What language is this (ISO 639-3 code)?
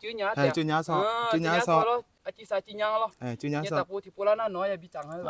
ahk